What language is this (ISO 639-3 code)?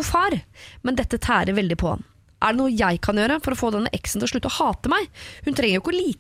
nor